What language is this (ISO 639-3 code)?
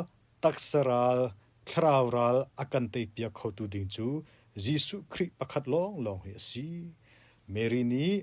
cnh